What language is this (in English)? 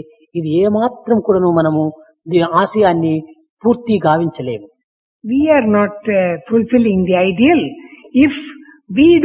Telugu